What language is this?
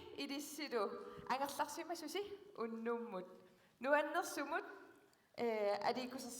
Kalaallisut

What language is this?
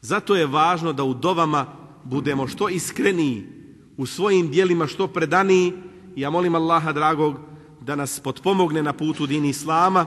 Bosnian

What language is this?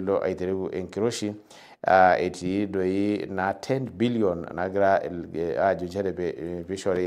Masai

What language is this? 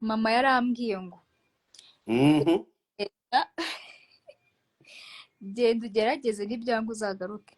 Kinyarwanda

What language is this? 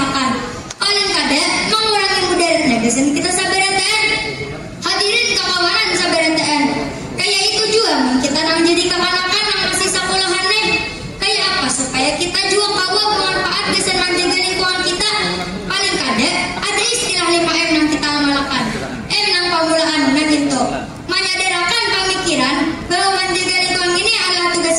Banjar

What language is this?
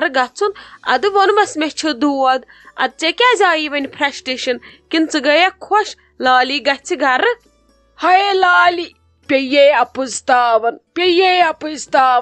Kashmiri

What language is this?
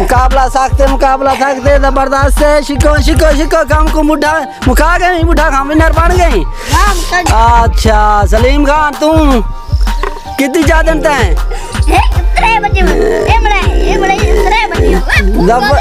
Saraiki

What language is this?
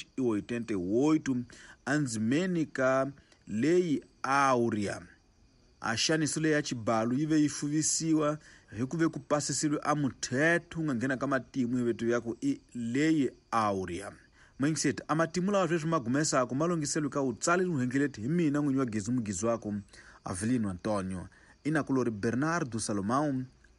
Tsonga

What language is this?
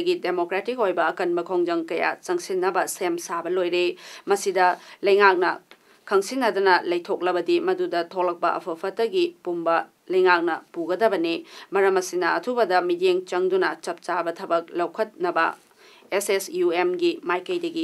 Manipuri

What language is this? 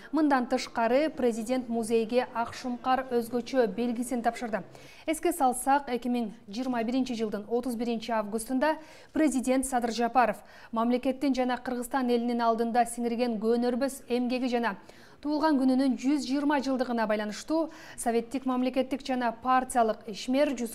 Kyrgyz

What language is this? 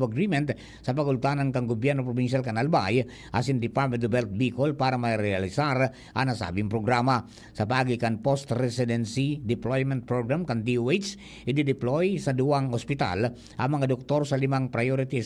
Bikol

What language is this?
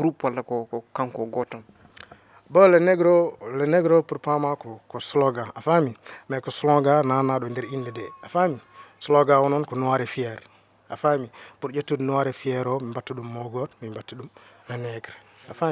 Fula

